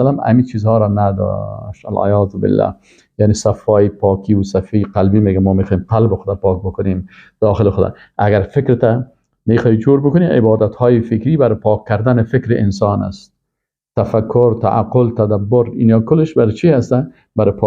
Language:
Persian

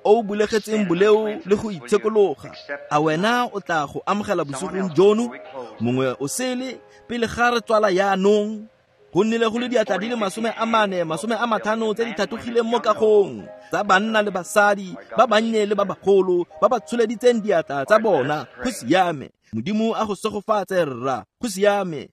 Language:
Tswana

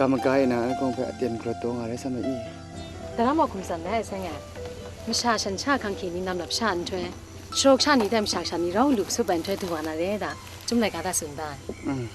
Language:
Kachin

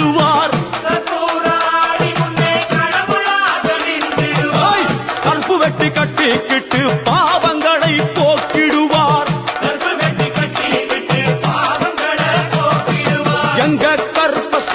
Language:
Tamil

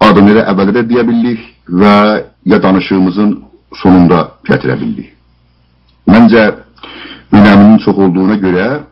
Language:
South Azerbaijani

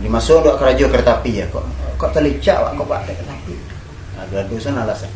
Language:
Minangkabau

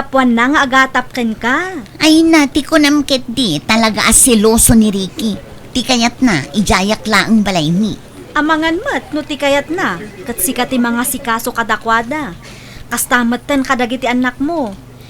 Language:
Iloko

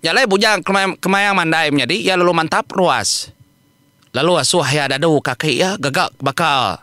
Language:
Iban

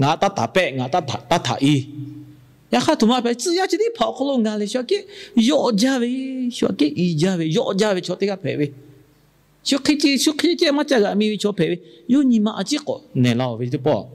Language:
Lahu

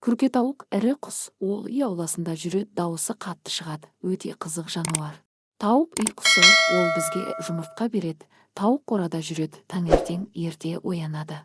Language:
Kazakh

